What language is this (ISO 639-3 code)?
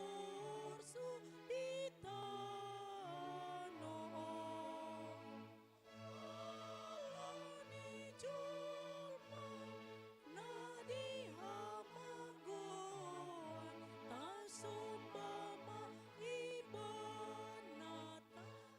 bbc